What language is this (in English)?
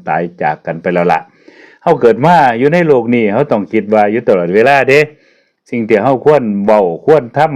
Lao